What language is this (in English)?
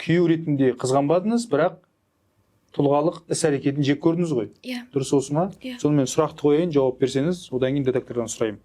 Kazakh